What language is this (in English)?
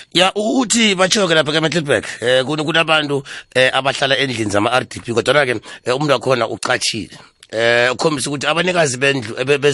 South Ndebele